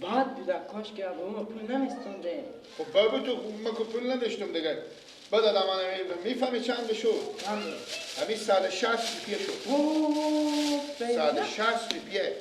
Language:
Persian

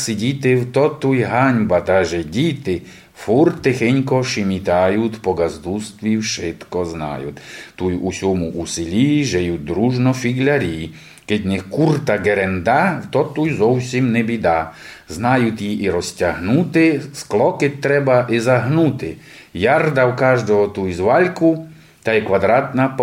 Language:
Rusyn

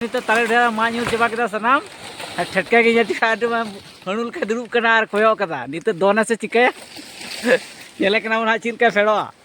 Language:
Santali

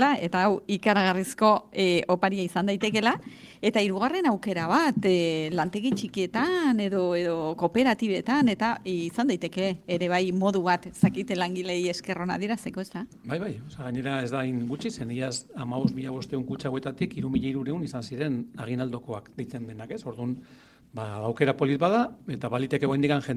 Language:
Basque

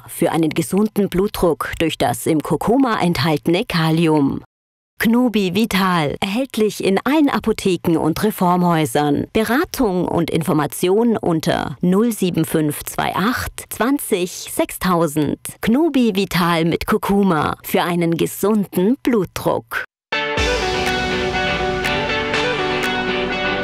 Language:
German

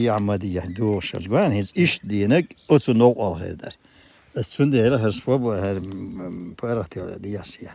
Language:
Chechen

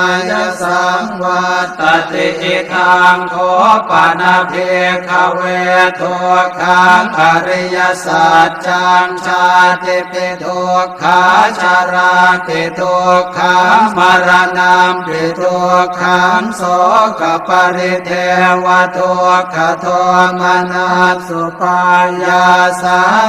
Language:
Pali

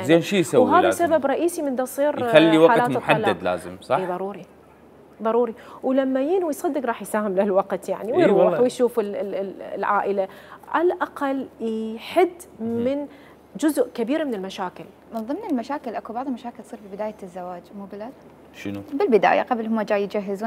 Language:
Mesopotamian Arabic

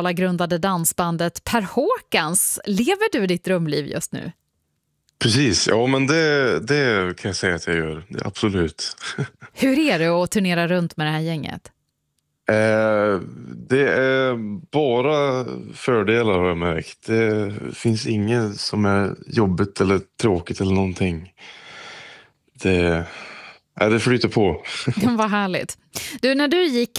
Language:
Swedish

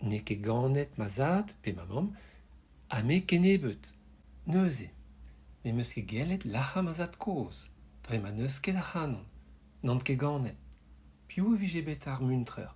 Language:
Breton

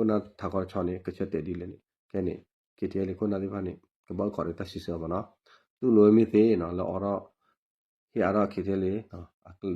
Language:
S'gaw Karen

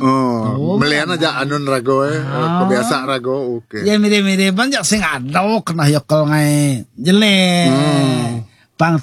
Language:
Balinese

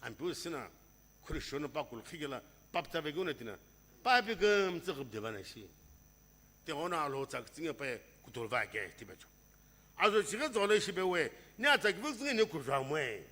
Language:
Sumi Naga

